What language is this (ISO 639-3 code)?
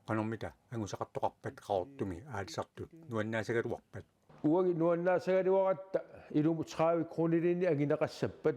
kal